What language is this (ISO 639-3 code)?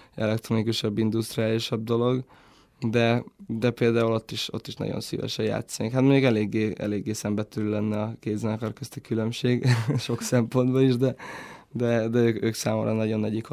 hun